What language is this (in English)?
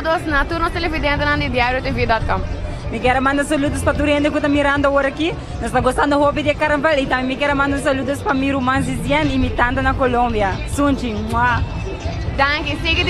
Papiamento